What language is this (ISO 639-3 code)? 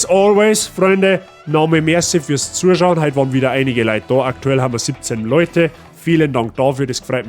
bar